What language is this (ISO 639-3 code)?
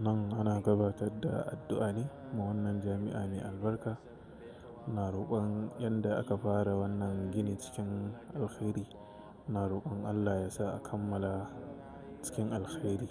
hau